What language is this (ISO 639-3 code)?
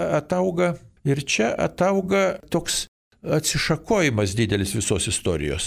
lit